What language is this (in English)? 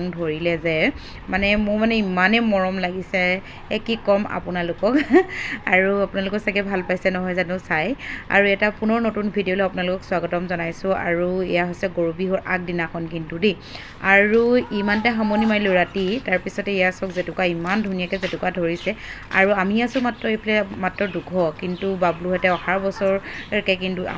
Assamese